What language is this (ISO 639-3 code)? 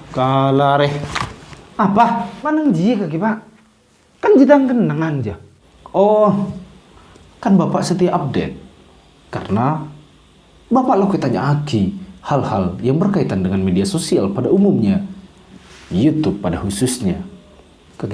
mad